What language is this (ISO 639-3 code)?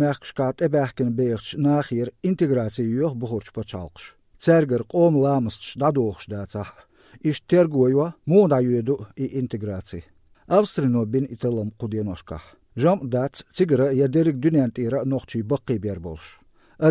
che